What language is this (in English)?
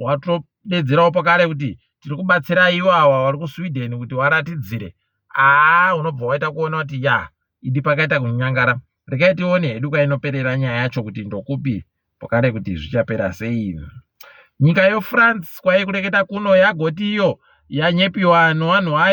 Ndau